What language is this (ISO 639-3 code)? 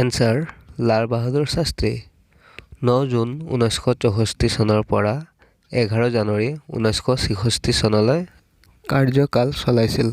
asm